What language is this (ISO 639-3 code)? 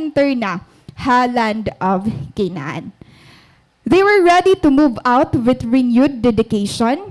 war